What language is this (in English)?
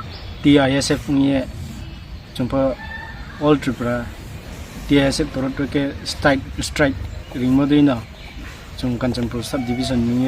Riang (India)